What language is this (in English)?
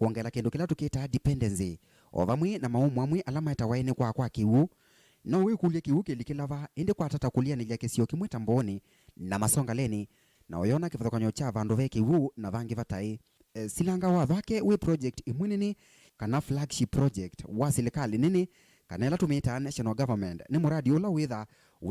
Kamba